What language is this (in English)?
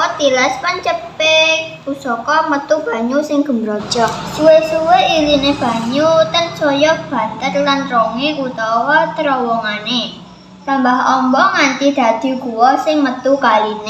Javanese